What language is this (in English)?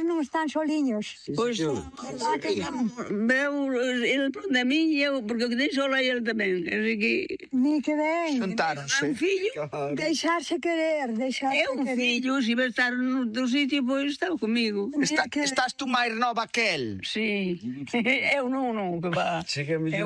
Galician